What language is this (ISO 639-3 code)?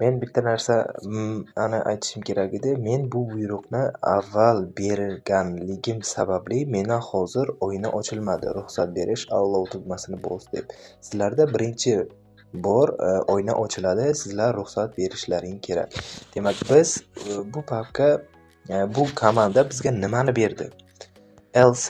uzb